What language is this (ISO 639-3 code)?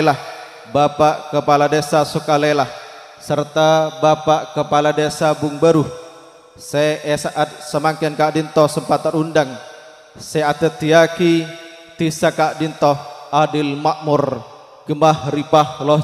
mad